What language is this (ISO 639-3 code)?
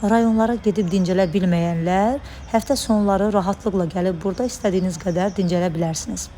aze